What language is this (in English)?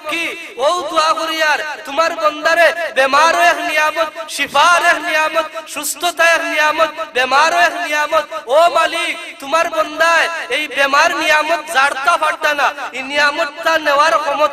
Sylheti